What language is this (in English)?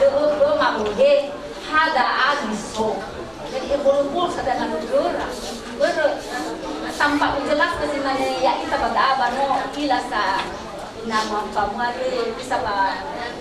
Nias